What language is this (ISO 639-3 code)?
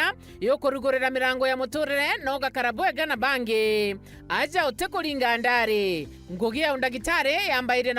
mer